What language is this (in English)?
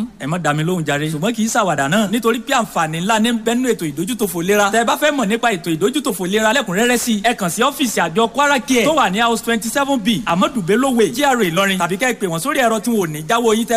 Yoruba